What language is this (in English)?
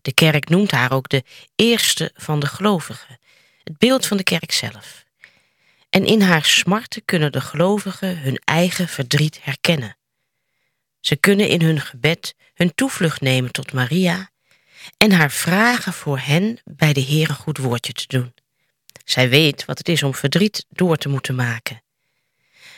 Dutch